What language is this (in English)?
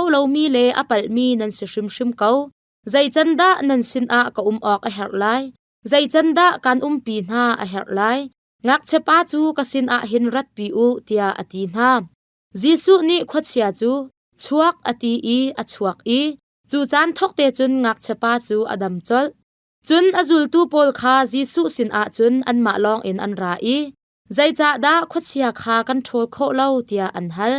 Hakha Chin